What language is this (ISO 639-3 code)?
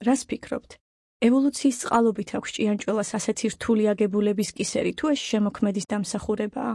kat